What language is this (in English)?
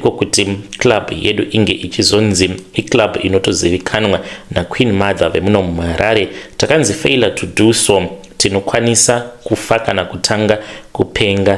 Shona